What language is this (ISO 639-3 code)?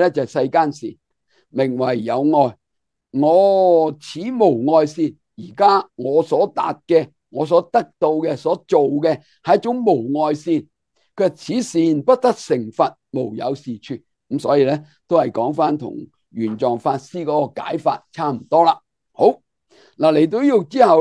yue